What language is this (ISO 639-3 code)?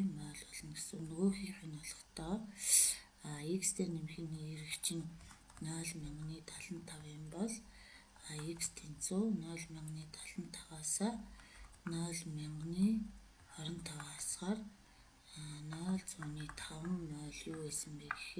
mon